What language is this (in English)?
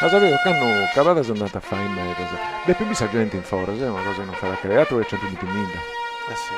Sardinian